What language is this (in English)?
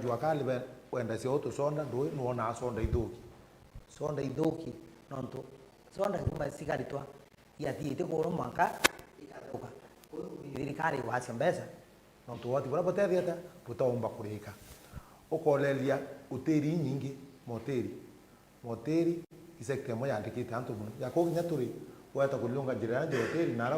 Meru